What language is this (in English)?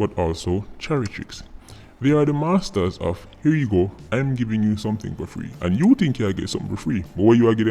Jamaican Creole English